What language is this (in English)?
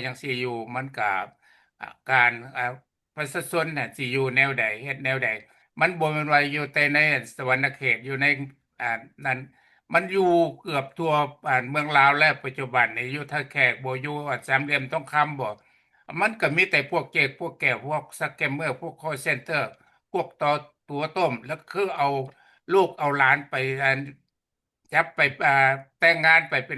Lao